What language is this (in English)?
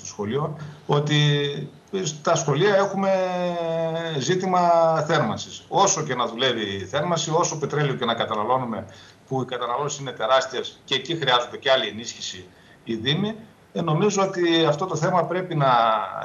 Greek